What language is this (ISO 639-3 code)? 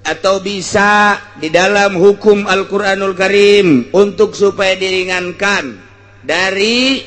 sun